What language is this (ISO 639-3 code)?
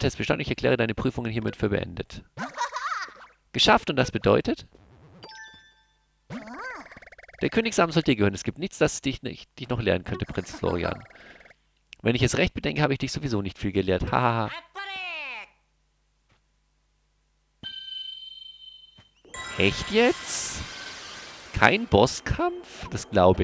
deu